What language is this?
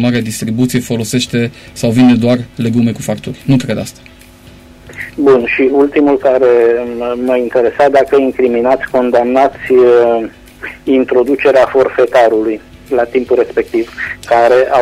Romanian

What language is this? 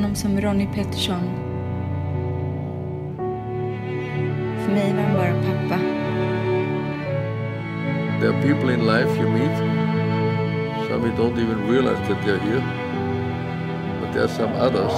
Swedish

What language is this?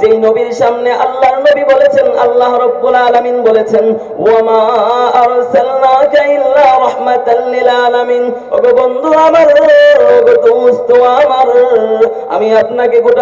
Bangla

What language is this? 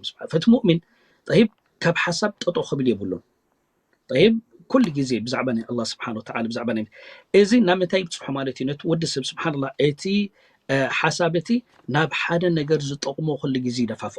Tigrinya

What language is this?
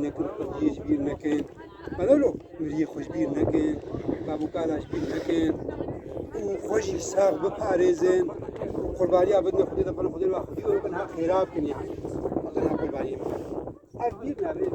Kurdish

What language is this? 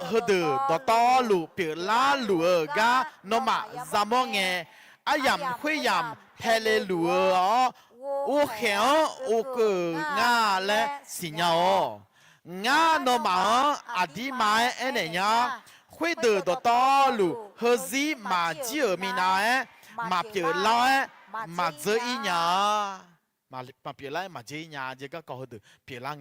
Akha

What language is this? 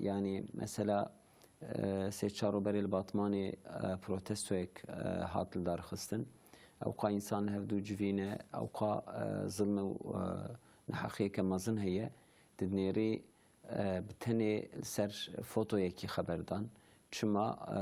Kurdish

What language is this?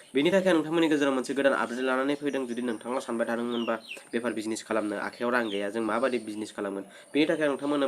Bodo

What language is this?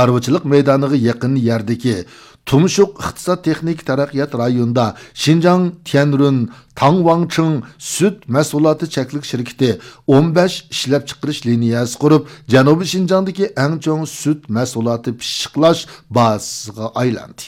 Uyghur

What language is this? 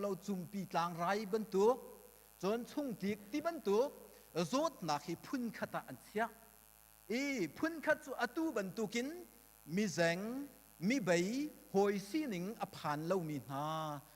Hakha Chin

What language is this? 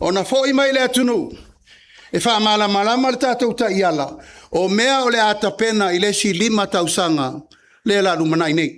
Samoan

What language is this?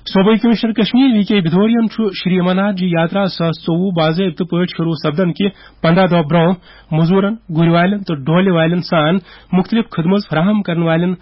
Kashmiri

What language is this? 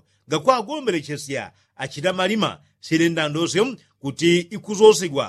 Yao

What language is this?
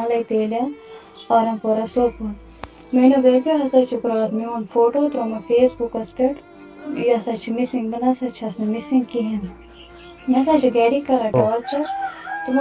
Kashmiri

